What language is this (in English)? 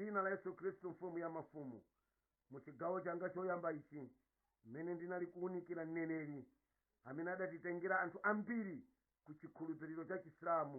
Nyanja